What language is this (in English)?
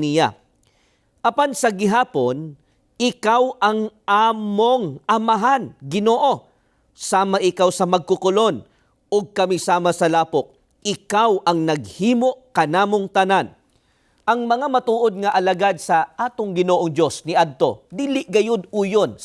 Cebuano